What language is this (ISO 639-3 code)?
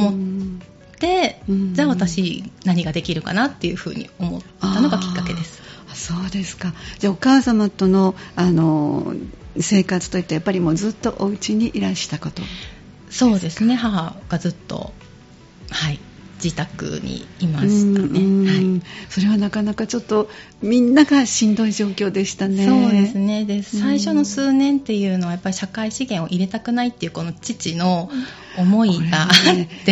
jpn